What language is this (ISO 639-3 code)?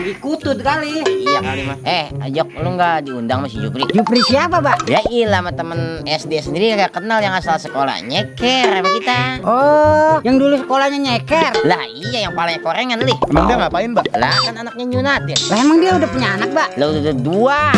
bew